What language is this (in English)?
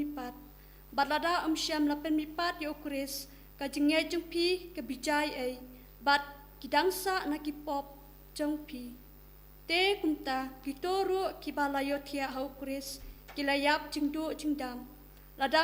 Khasi